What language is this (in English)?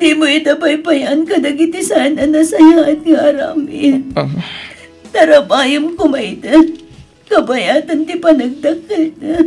Iloko